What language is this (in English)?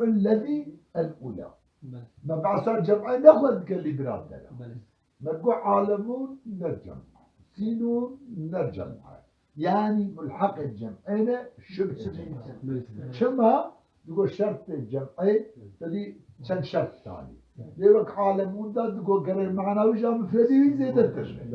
Kurdish